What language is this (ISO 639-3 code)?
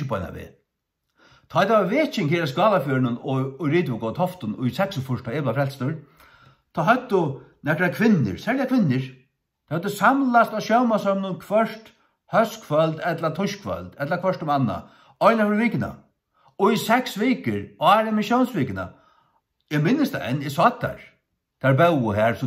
fao